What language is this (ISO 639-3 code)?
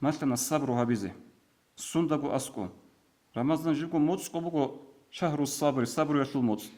ava